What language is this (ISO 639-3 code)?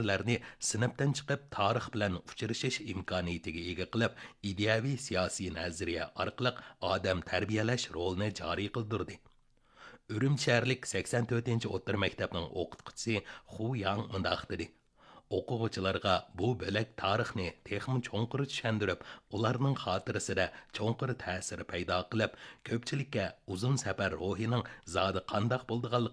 uig